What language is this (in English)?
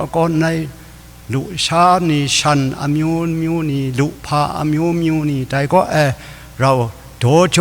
Kachin